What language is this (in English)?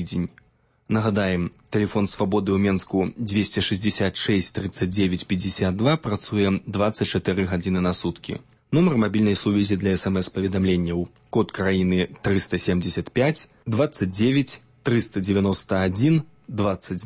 Belarusian